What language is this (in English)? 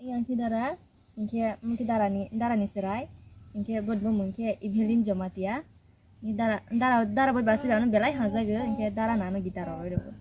Kok Borok